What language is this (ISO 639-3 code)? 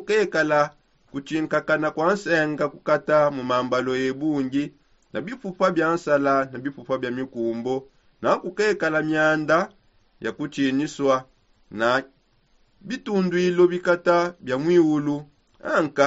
sop